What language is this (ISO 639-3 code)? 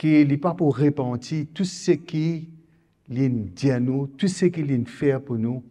mfe